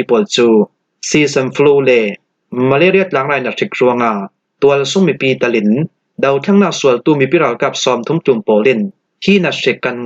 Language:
Falam Chin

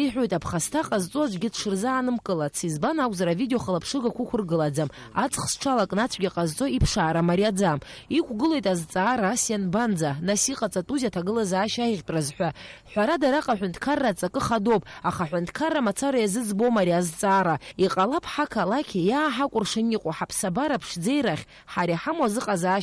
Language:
Abkhazian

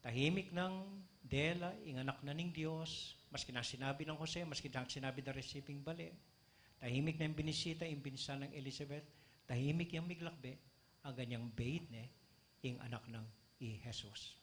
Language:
Pampanga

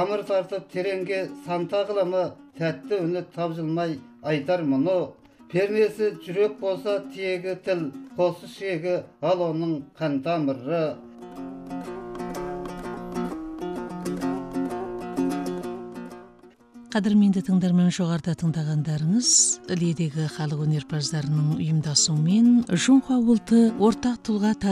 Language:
Kazakh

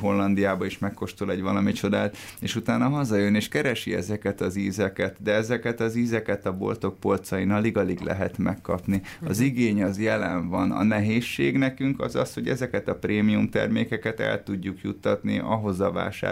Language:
Hungarian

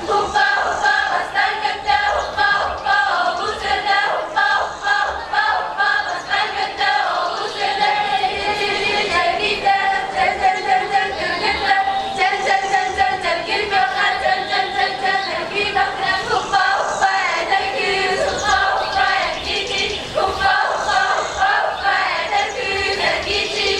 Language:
Yakut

